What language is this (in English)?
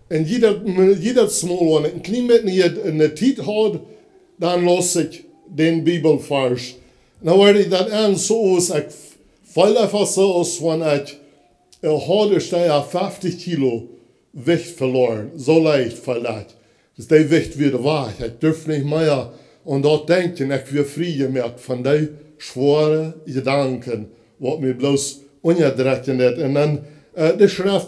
Plautdietsch